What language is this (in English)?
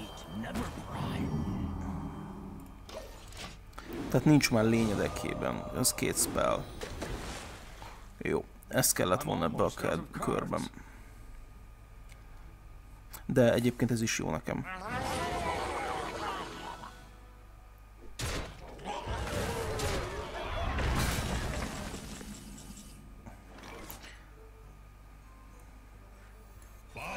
Hungarian